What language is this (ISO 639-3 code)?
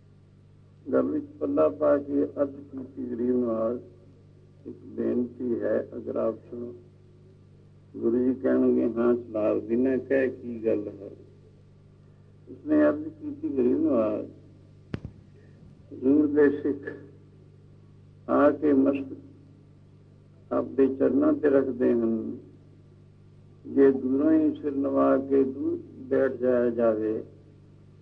pan